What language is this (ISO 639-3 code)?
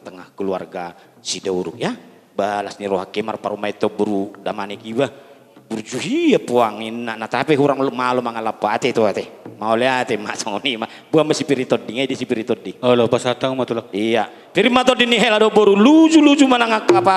bbc